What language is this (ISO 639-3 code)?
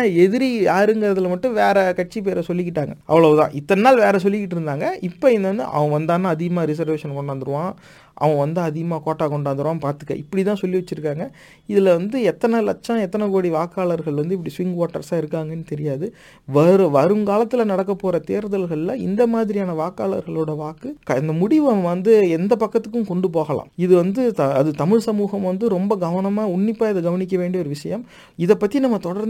tam